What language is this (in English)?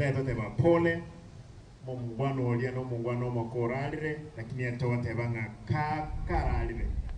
Gusii